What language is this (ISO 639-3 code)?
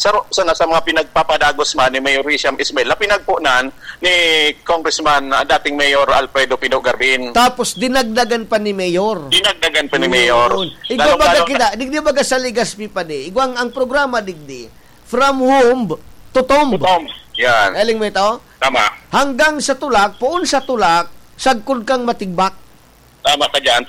bik